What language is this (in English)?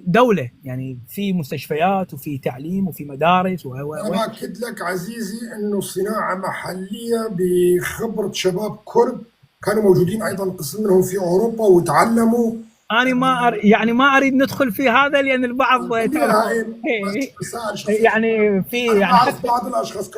North Levantine Arabic